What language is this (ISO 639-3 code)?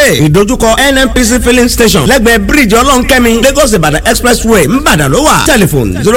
yor